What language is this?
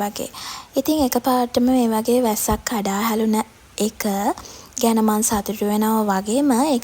Sinhala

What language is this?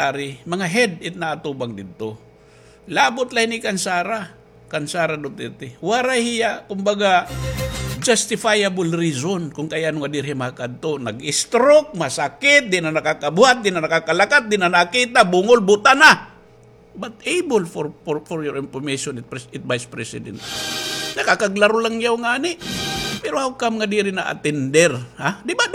Waray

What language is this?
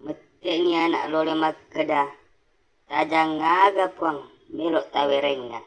Buginese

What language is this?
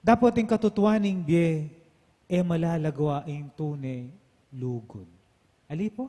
Pampanga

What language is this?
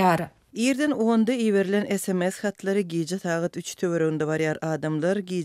Turkmen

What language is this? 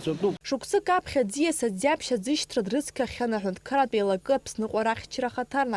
Abkhazian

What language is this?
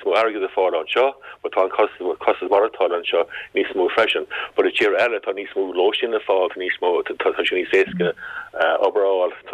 Irish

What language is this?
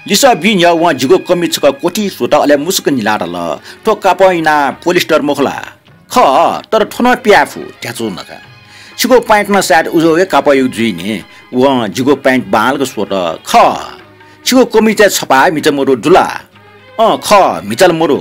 Newari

